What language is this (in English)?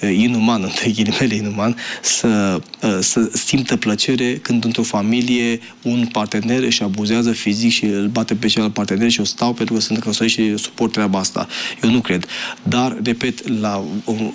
Romanian